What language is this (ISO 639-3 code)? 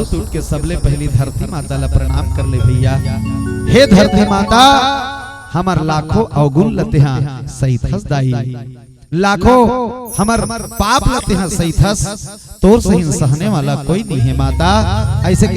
hne